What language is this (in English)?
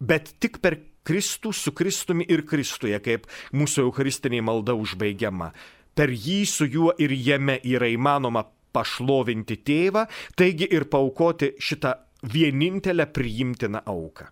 Lithuanian